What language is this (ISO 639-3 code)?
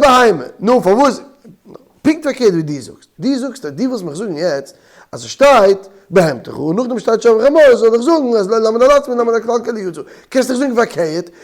yid